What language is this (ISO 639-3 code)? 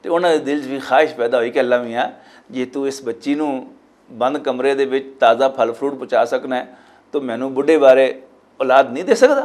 lah